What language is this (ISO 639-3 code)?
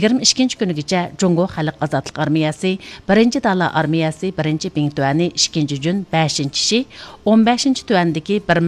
uig